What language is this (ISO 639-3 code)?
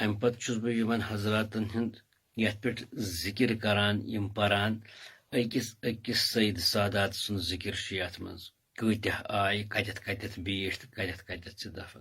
kas